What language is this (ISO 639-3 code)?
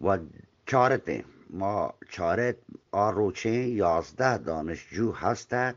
bgp